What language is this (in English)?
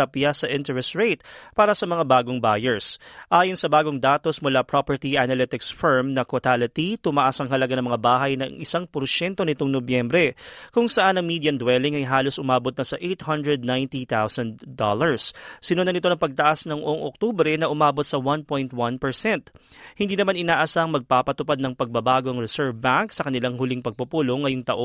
Filipino